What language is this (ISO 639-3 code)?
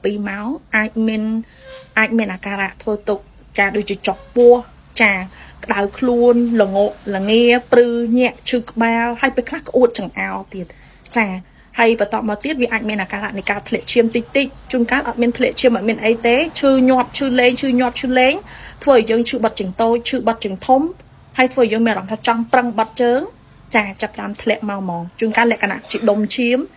khm